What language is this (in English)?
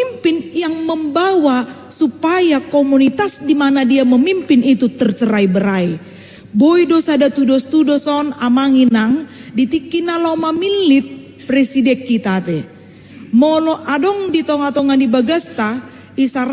Batak Toba